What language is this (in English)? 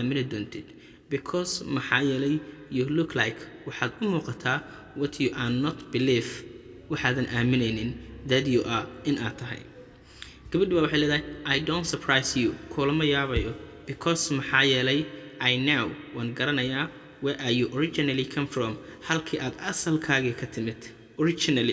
Somali